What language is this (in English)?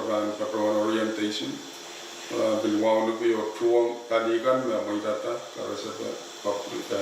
Pohnpeian